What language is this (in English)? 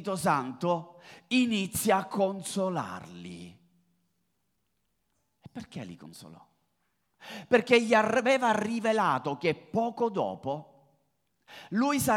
Italian